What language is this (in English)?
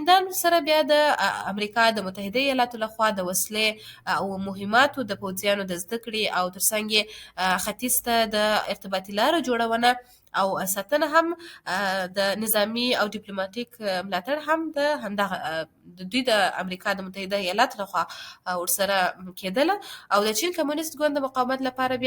Pashto